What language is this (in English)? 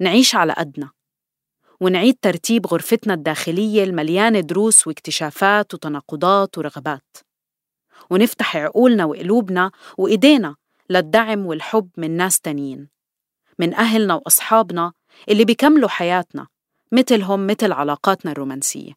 North Levantine Arabic